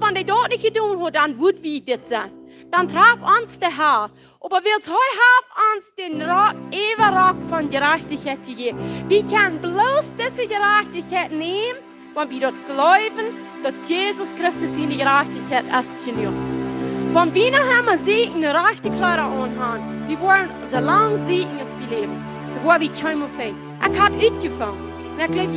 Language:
Plautdietsch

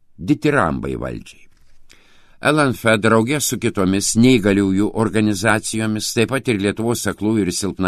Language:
Lithuanian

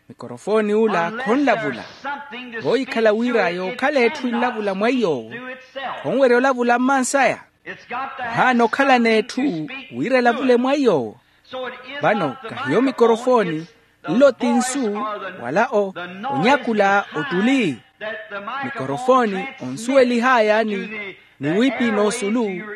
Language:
Makhuwa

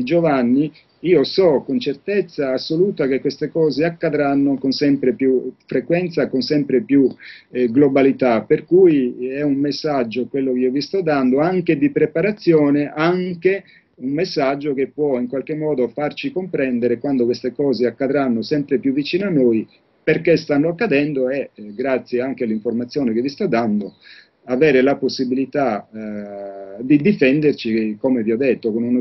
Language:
Italian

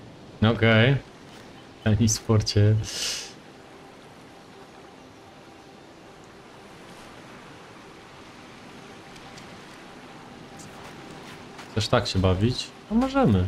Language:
Polish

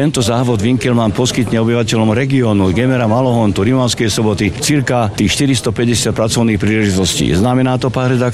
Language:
Slovak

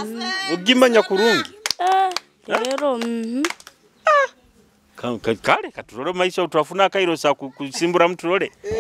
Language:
Nyoro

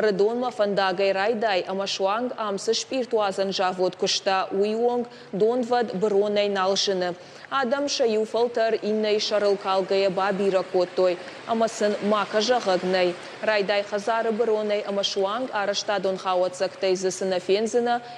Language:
Ossetic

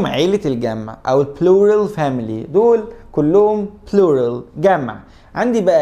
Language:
Egyptian Arabic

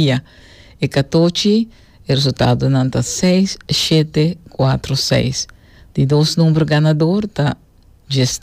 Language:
Papiamento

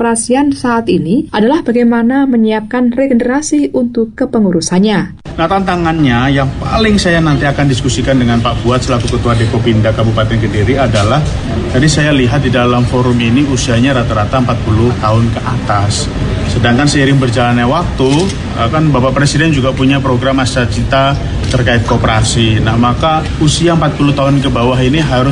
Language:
Indonesian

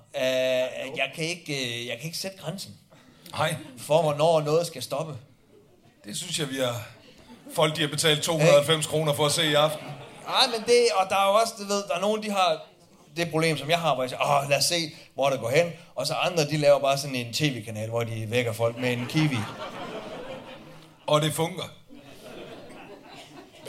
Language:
Danish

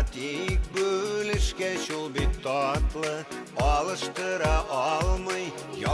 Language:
Bashkir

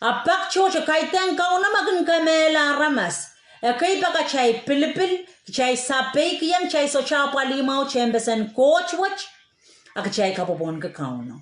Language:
Pohnpeian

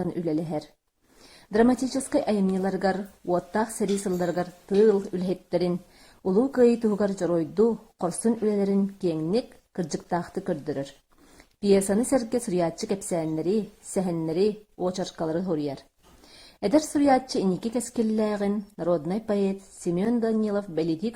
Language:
Yakut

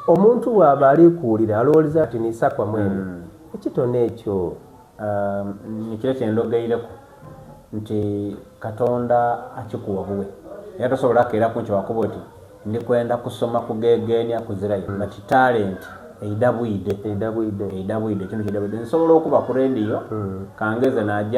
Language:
Soga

